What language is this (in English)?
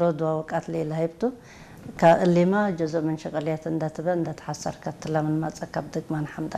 Tigre